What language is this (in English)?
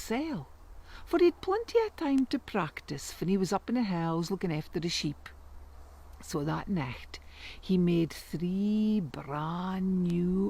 Scots